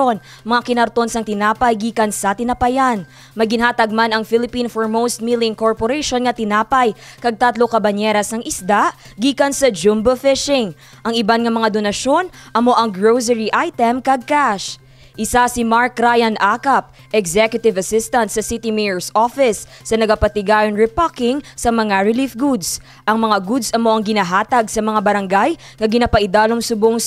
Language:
Hiligaynon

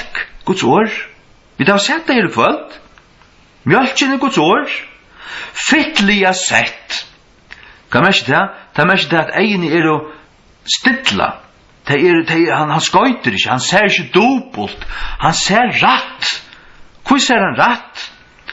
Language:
Faroese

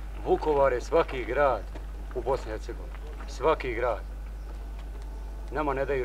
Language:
Bosnian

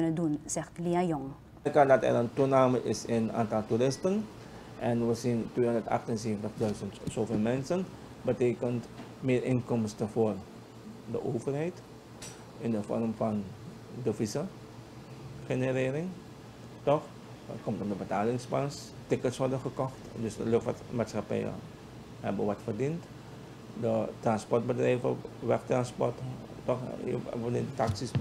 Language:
Dutch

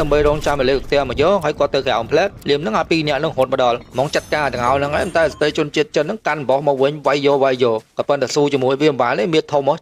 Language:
Khmer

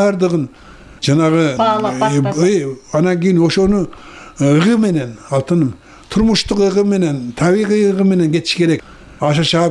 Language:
Kyrgyz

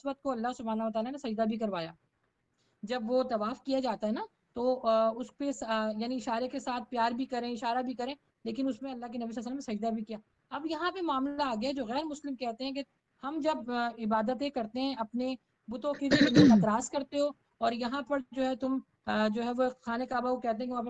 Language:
Urdu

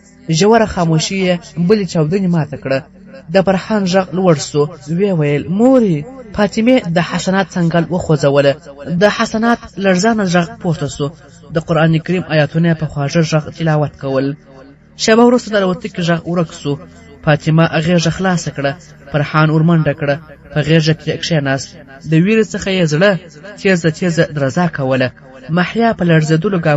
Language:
Pashto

